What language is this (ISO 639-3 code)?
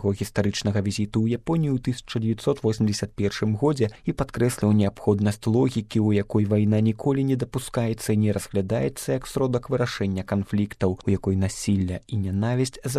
bel